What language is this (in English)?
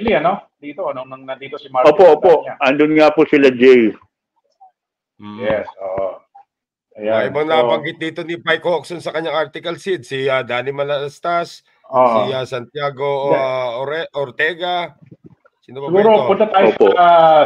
Filipino